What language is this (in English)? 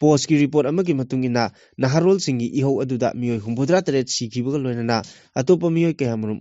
Manipuri